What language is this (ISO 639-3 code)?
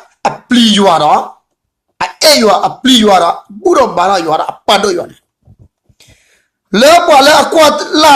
ksw